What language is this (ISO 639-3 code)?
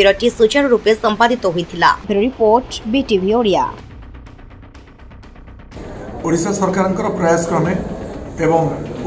ori